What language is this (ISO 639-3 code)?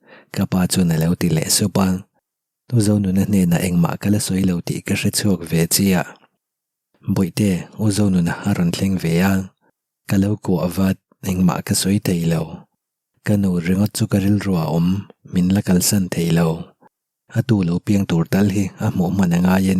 lus